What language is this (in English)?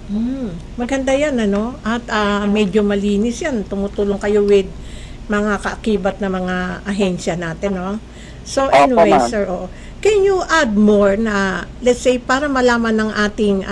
Filipino